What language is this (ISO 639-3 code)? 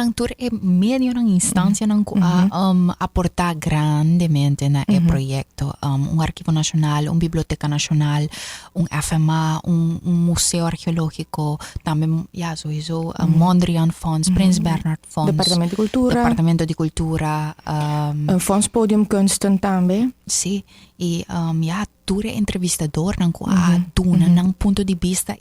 pap